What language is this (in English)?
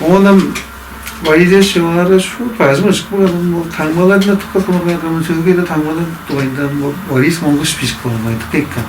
Tuvinian